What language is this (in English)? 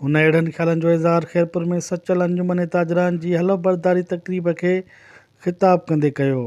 Sindhi